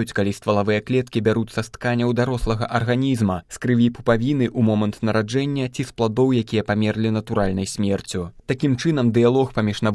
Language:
Belarusian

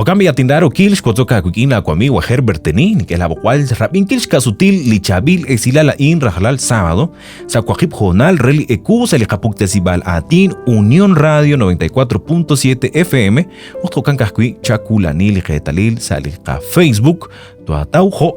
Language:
Kekchí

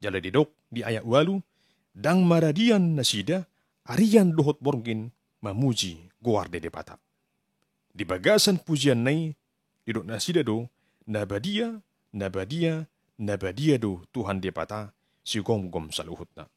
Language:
Batak Toba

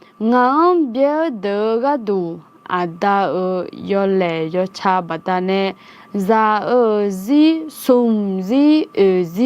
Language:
Akha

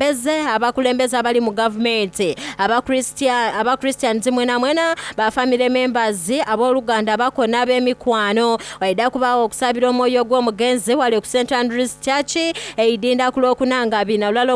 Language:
Soga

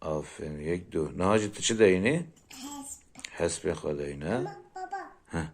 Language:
Kurdish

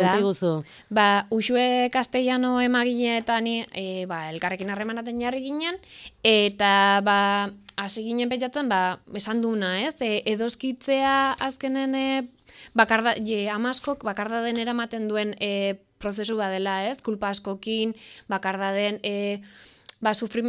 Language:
Basque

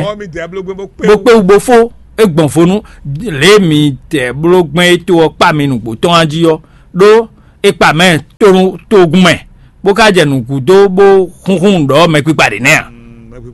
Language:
Fon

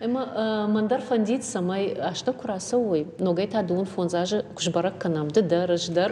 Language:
Ossetic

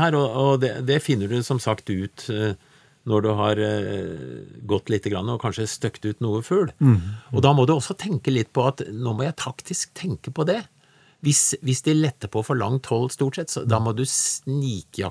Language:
Norwegian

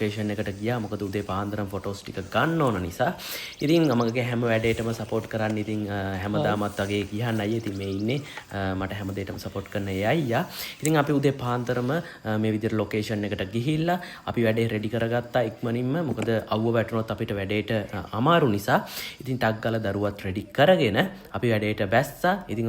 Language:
Sinhala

